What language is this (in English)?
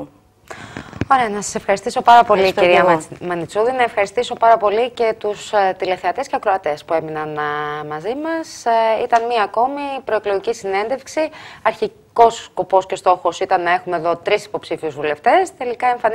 Greek